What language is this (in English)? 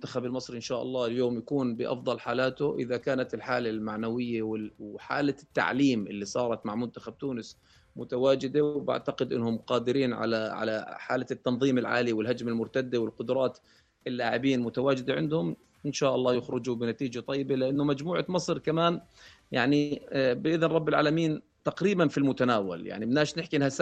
North Levantine Arabic